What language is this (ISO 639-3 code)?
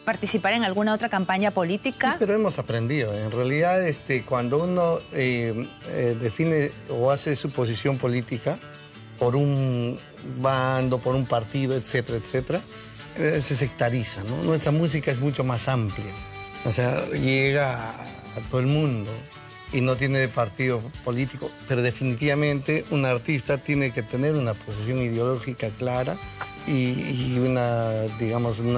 spa